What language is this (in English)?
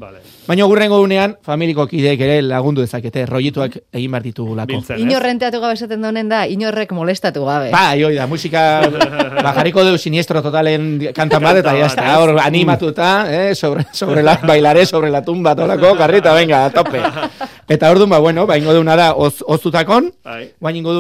Basque